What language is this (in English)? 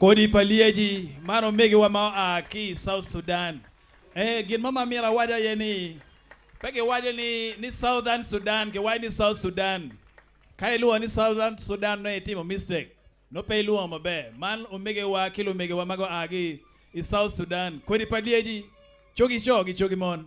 Acoli